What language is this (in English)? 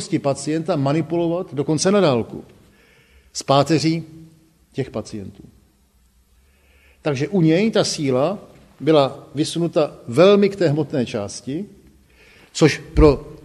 Czech